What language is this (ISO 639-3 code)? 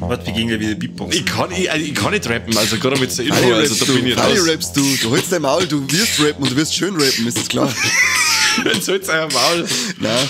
bar